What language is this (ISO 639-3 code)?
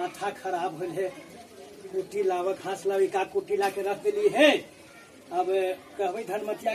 mag